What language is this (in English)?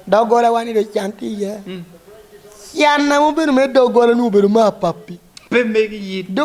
Lango (Uganda)